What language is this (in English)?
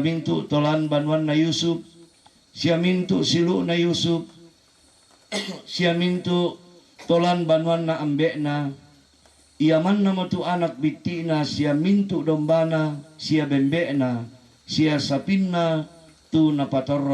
Toraja-Sa'dan